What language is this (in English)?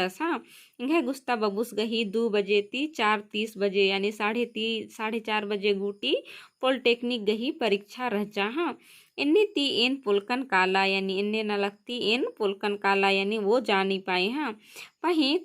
Kurukh